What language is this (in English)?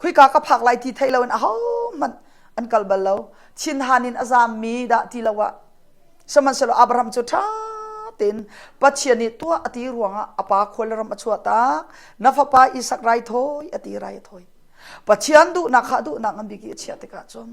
Hakha Chin